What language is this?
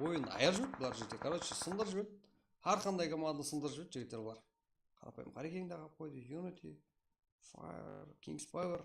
Kara-Kalpak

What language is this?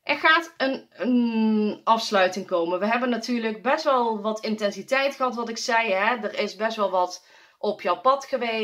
Dutch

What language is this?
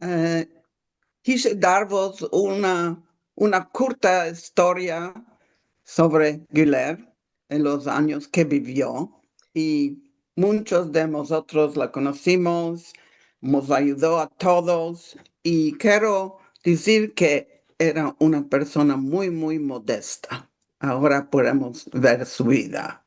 Ladino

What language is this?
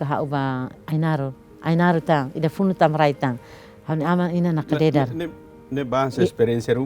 Tetum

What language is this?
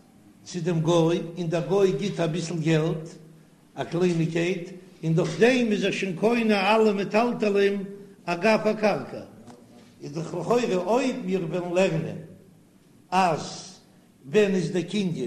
Yiddish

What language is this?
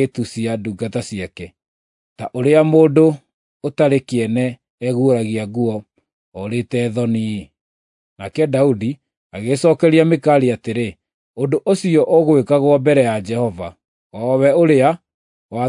Kikuyu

